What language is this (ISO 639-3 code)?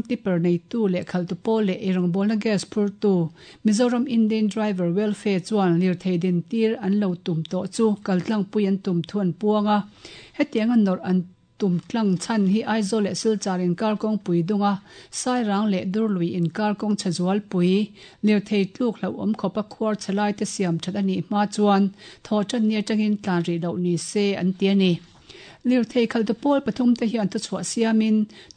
lus